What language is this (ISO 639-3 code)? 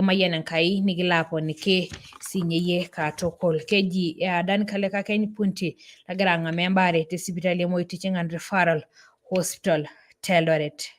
mas